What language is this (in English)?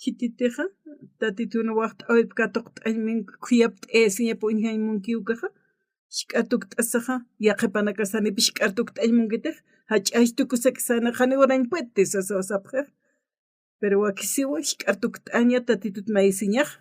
Aymara